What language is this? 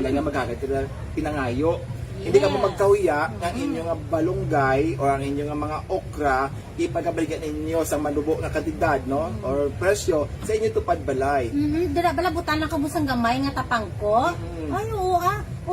Hiligaynon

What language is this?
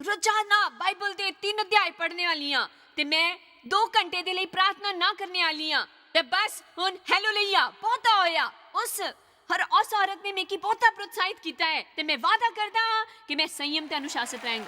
Dogri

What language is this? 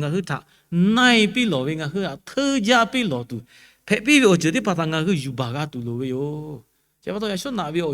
Lahu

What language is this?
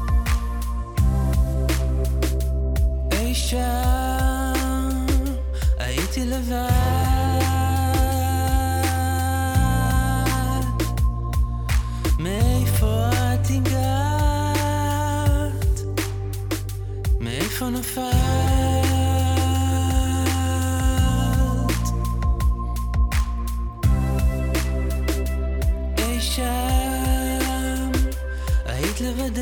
Hebrew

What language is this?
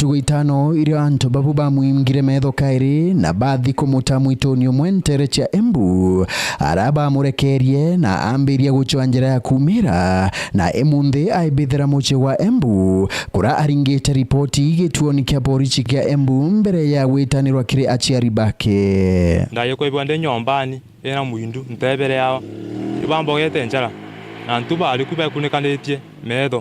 Meru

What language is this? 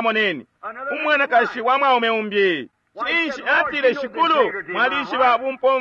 Bemba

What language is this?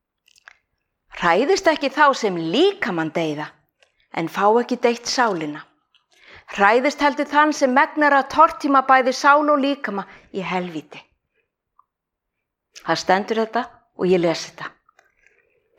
Icelandic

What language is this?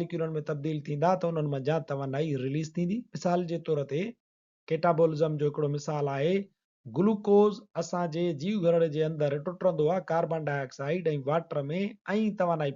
Sindhi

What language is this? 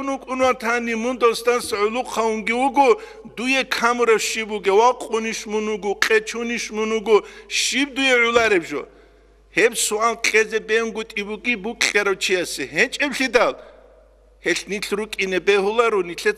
Avaric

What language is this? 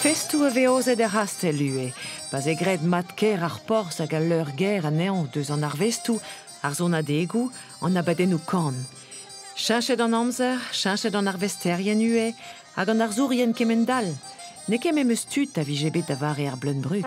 Breton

